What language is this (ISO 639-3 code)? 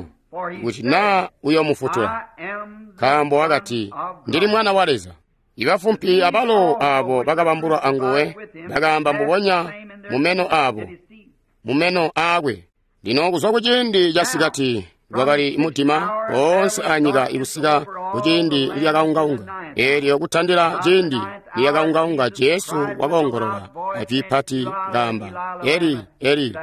toi